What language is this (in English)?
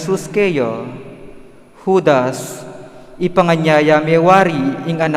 Pampanga